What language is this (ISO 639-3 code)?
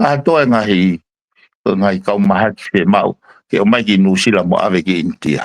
ton